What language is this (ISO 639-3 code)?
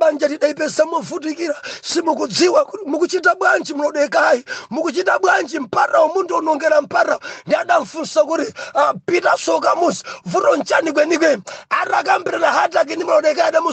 nya